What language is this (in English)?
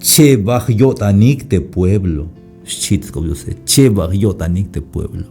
Tzeltal